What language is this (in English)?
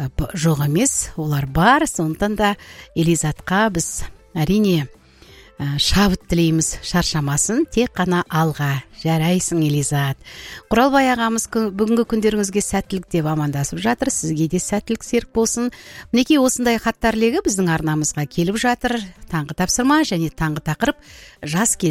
Kazakh